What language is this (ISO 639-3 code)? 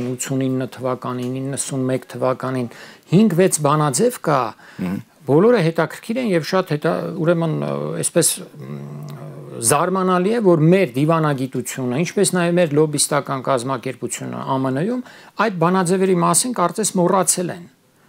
hye